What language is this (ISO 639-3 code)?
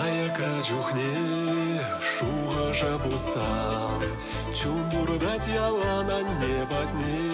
chv